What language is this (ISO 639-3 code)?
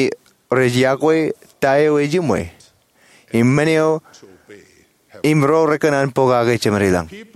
mah